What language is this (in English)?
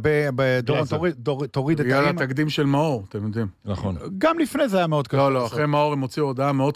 Hebrew